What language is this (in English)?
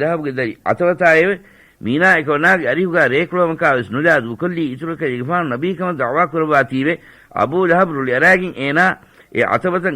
Divehi